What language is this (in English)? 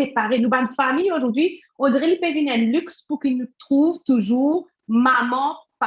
Morisyen